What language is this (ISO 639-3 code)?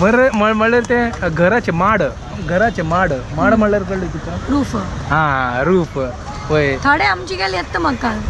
kok